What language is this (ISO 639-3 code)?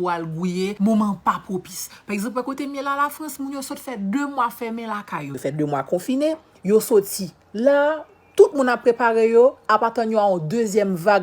hat